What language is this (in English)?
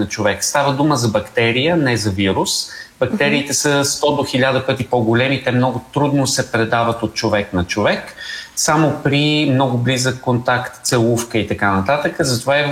Bulgarian